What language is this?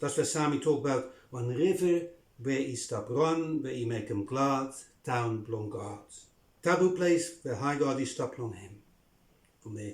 Bislama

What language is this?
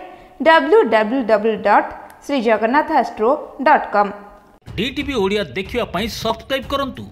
Odia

